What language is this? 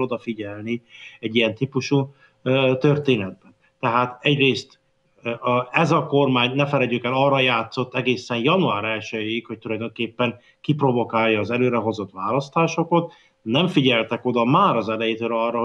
Hungarian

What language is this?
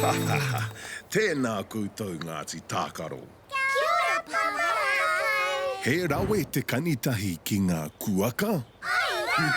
Māori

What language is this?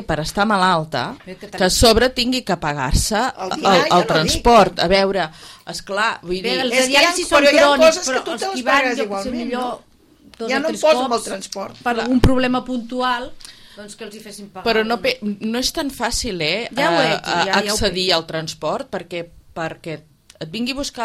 Catalan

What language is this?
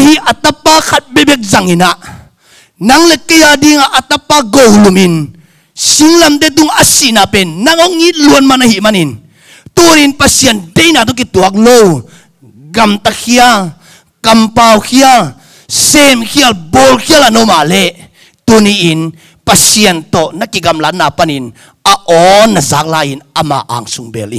Tedim Chin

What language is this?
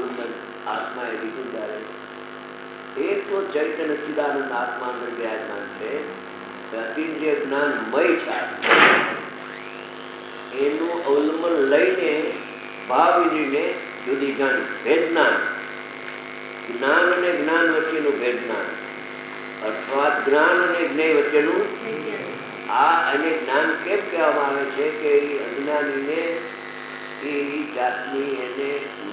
Gujarati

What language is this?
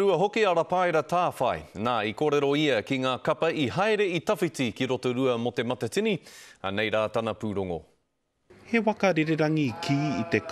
Māori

